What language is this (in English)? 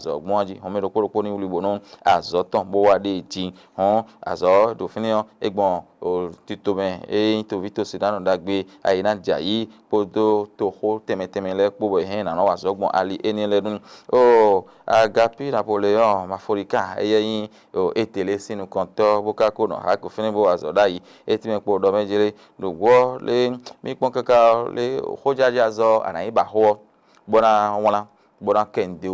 Fon